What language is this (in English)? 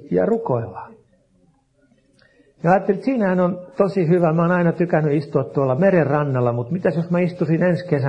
Finnish